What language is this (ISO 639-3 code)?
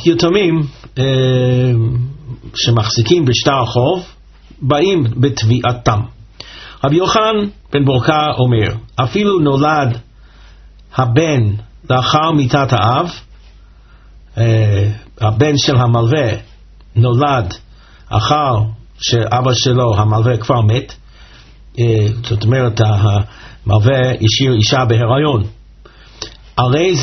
heb